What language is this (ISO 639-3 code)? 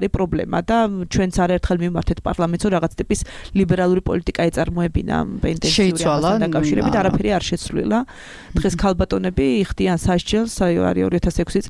kat